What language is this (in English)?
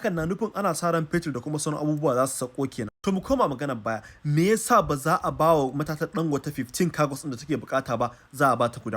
Hausa